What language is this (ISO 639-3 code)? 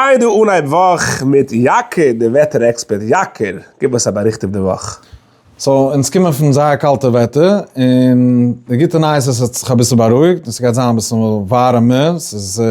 yid